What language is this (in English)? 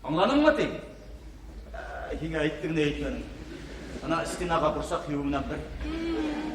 Bashkir